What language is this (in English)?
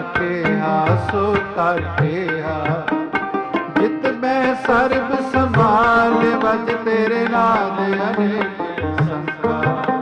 Punjabi